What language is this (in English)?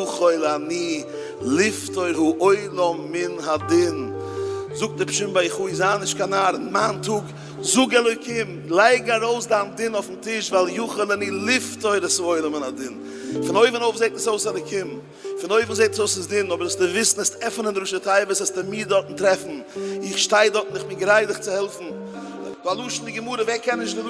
Yiddish